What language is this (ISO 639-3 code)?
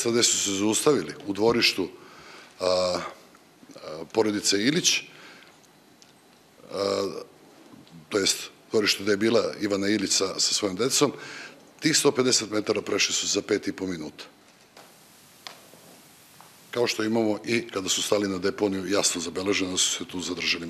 srp